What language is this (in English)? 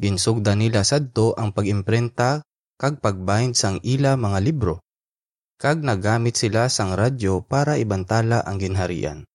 Hiligaynon